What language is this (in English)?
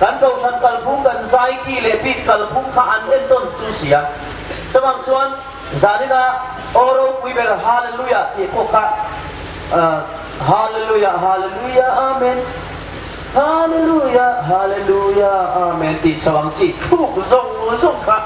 Hmar